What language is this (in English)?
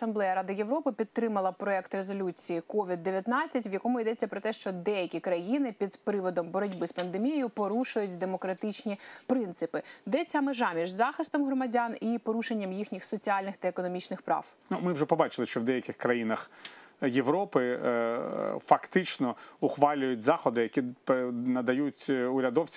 Ukrainian